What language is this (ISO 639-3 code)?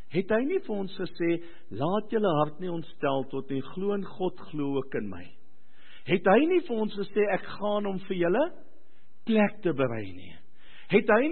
afr